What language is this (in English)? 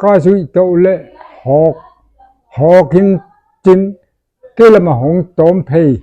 Paite Chin